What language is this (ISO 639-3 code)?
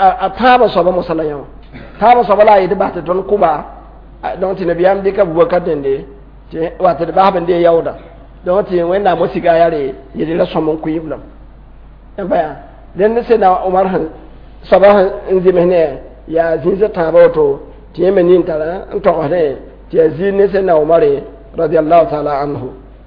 mos